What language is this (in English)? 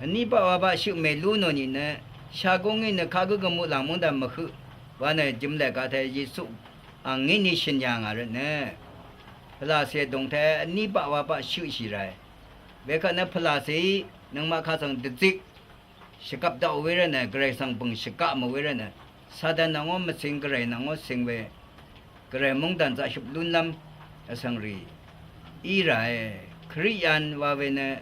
Rawang